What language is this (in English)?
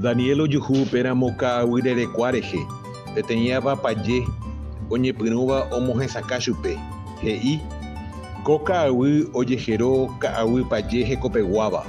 Guarani